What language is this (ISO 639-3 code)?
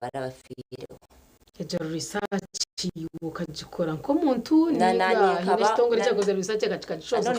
nyn